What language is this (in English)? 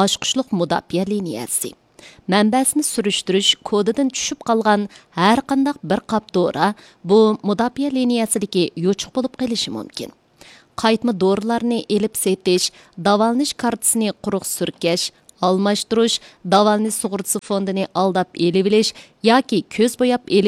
Uyghur